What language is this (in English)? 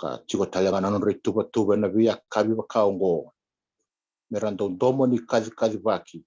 Fijian